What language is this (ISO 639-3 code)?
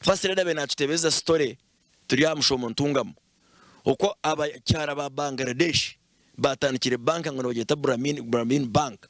nyn